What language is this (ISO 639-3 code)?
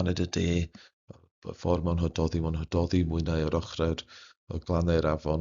cym